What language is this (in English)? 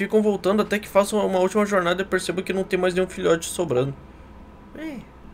Portuguese